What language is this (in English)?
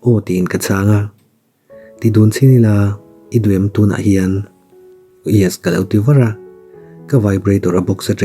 Mizo